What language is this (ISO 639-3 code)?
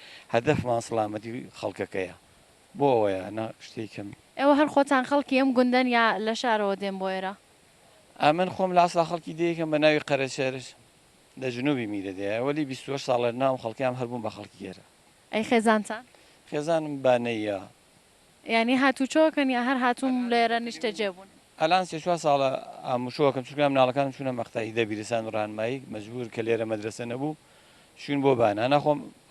ckb